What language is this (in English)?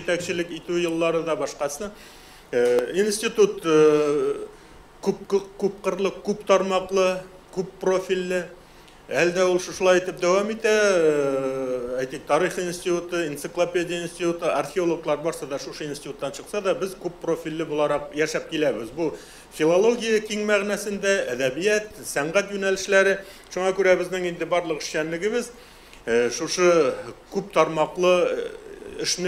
Tatar